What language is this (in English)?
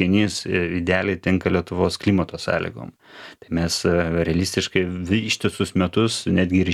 Lithuanian